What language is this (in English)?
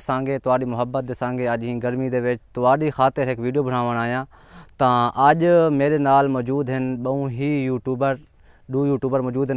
Saraiki